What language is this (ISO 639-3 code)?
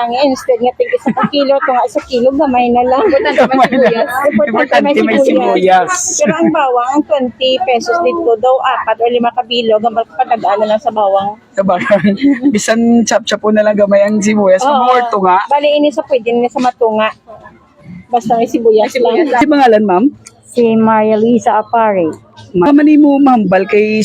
hil